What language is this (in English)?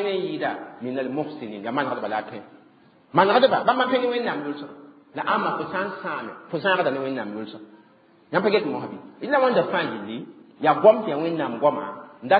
Mossi